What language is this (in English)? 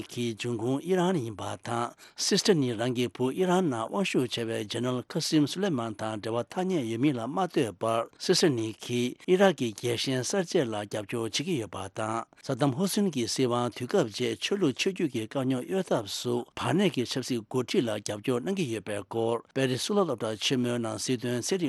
Tibetan